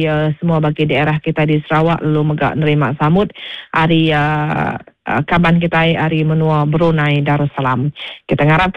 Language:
Iban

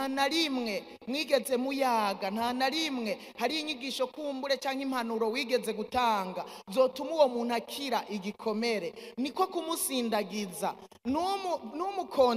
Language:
Rundi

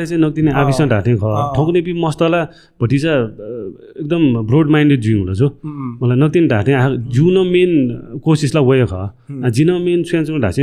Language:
Newari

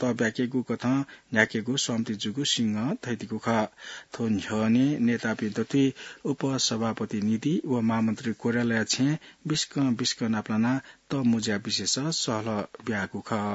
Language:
Newari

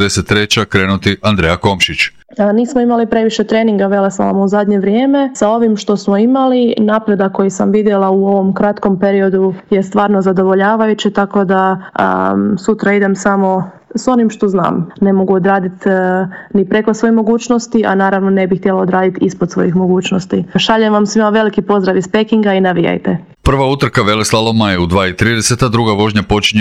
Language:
Croatian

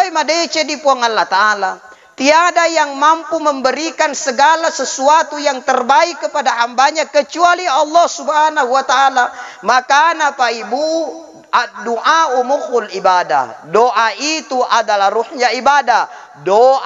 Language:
Buginese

